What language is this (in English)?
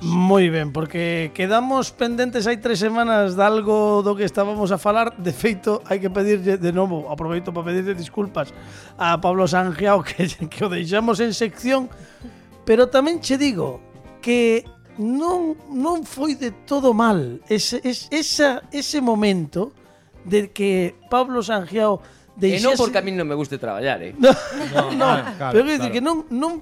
Galician